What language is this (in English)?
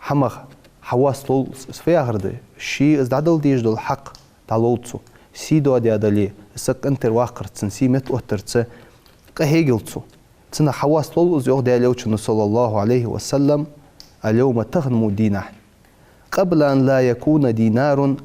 Ingush